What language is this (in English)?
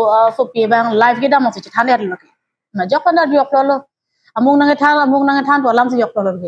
Karbi